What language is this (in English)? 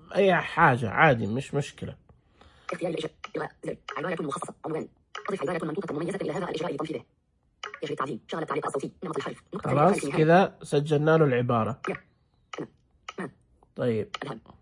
Najdi Arabic